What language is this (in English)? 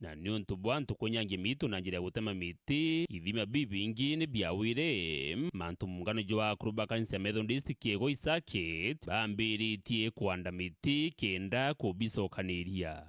Meru